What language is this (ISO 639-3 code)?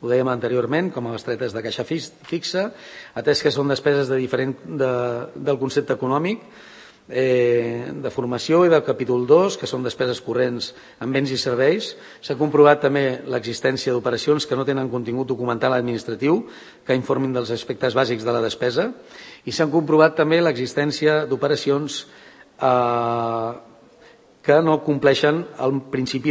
cat